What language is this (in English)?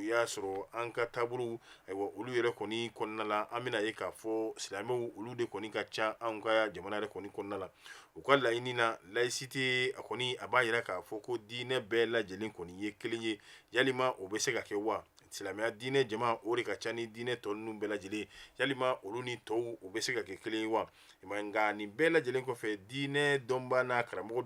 Bambara